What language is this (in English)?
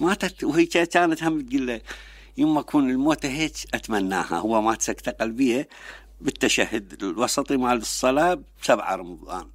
Mesopotamian Arabic